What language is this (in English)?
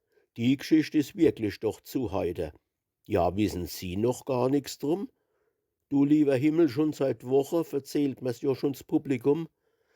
Palatine German